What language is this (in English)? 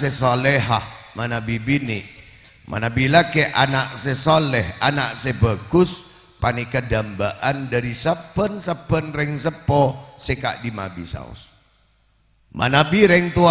Madurese